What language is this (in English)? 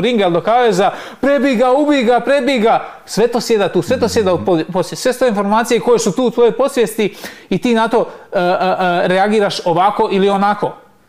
Croatian